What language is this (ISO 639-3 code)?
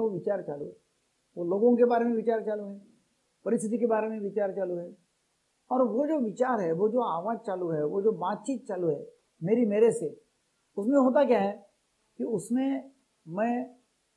hin